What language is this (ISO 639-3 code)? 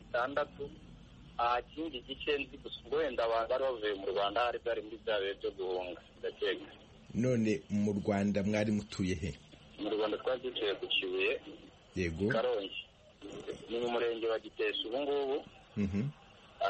kin